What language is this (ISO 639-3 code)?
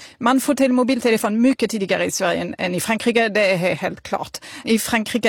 swe